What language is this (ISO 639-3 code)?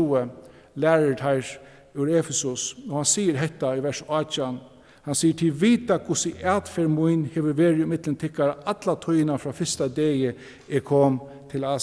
fao